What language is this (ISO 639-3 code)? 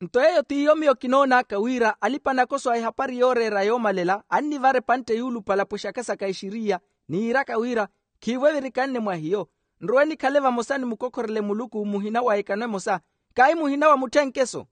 vmw